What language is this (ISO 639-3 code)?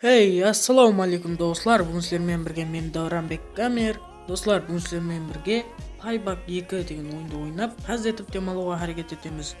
kaa